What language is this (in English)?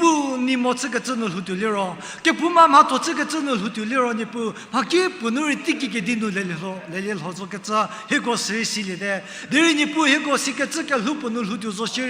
Angami Naga